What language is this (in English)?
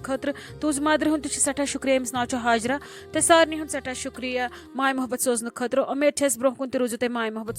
Kashmiri